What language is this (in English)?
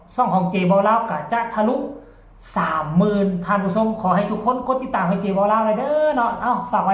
Northeastern Thai